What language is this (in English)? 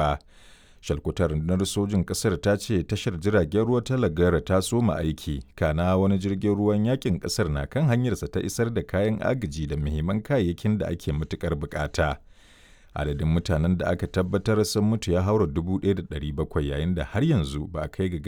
Hausa